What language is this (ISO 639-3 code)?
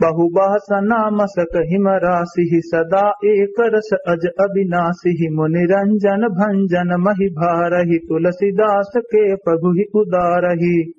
awa